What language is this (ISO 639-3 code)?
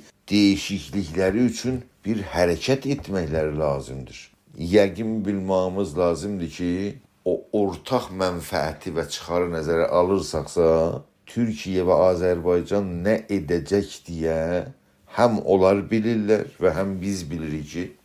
azb